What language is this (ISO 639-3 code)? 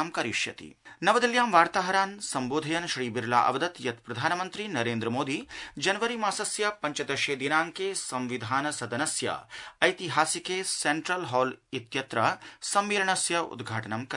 san